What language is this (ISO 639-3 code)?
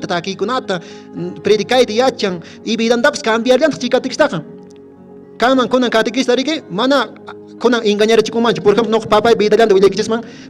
que